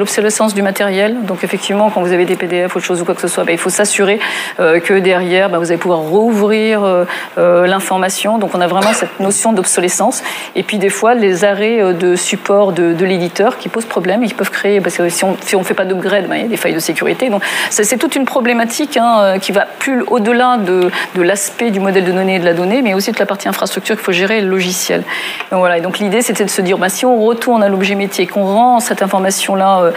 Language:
French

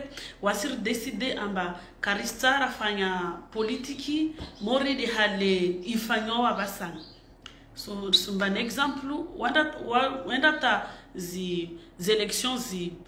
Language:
Swahili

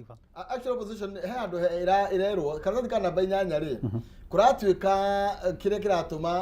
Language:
Kikuyu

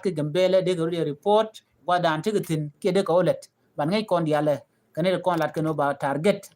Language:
Nuer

